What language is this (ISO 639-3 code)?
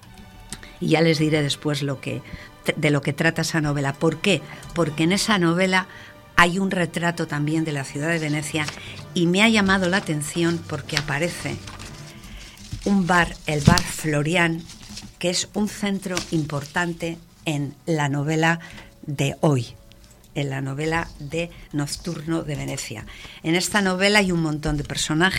spa